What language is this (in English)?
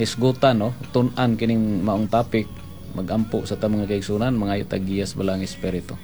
Cebuano